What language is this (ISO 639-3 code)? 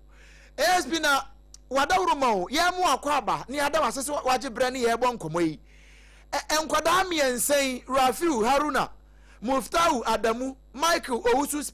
aka